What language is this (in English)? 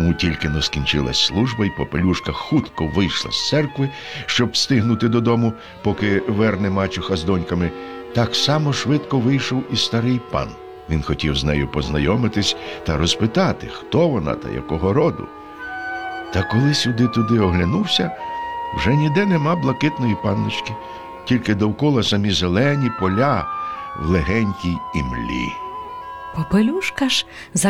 Ukrainian